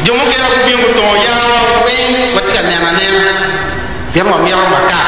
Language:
Acoli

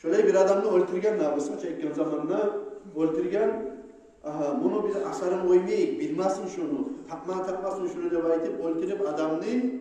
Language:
Kumyk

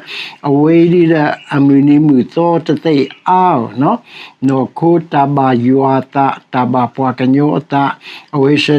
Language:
S'gaw Karen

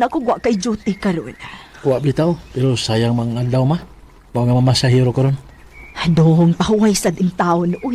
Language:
Cebuano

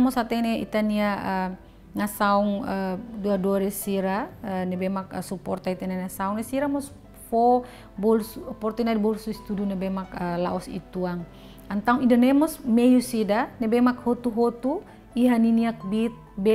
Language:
Tetum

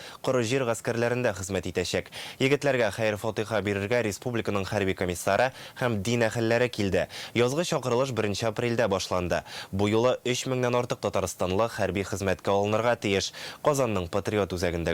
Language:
Tatar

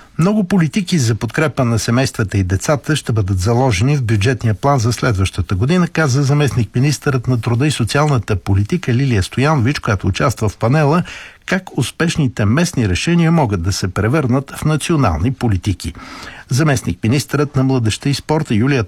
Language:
Bulgarian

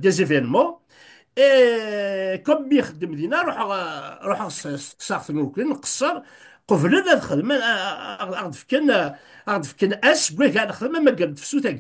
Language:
Kabyle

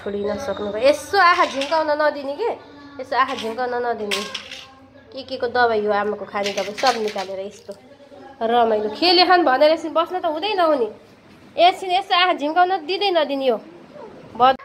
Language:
Nepali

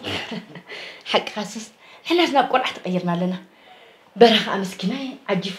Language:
Tigrinya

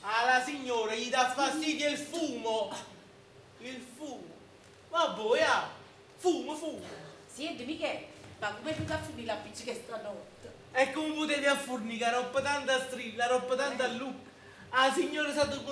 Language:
Neapolitan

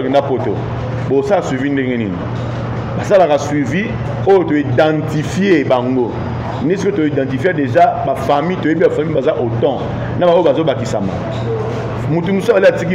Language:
Lingala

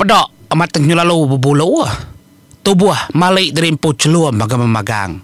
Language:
Iban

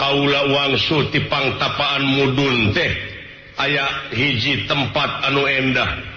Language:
Sundanese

